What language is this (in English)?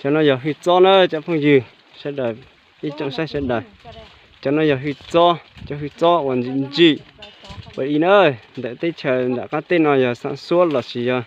Hmong